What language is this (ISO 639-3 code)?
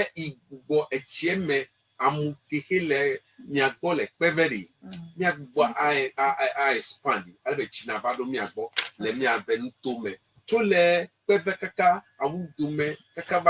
ewe